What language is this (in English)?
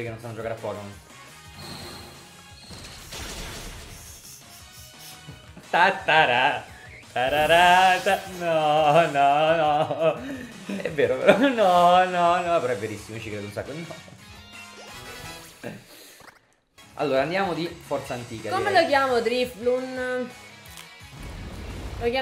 Italian